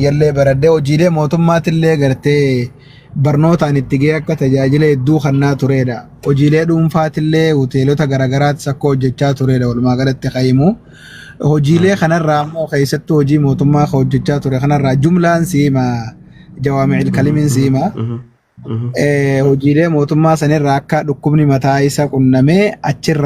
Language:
Oromo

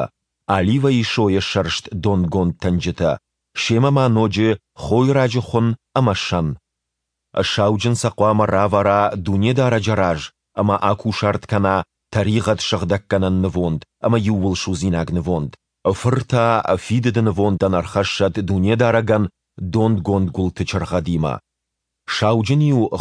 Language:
Ossetic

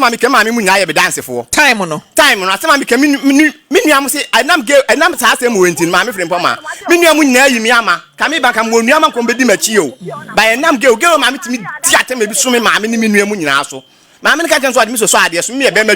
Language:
Akan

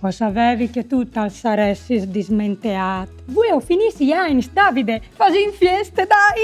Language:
Friulian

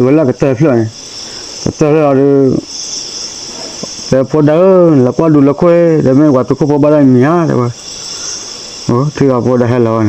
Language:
S'gaw Karen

